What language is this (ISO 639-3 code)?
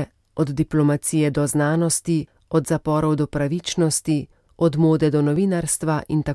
slv